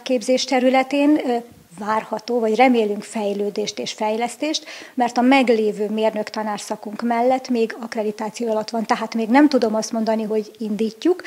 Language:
Hungarian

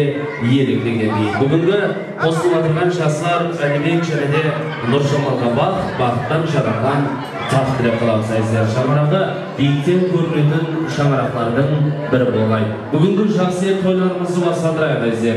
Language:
Kara-Kalpak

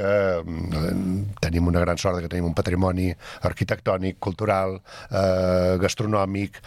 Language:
Catalan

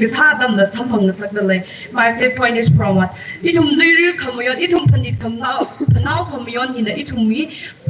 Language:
Tangkhul Naga (India)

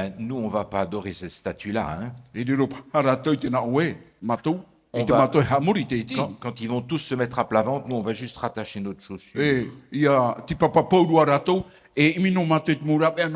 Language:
Tahitian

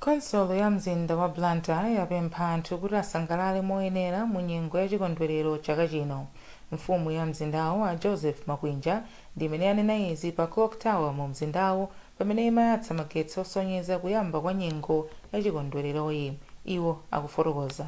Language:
Nyanja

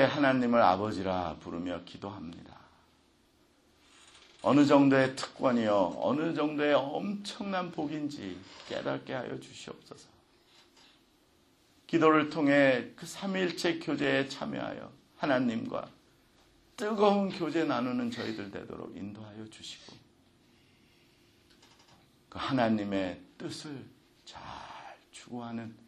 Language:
Korean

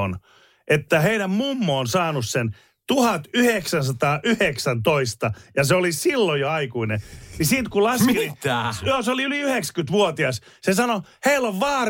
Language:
Finnish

